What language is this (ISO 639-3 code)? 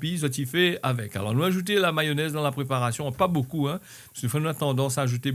rcf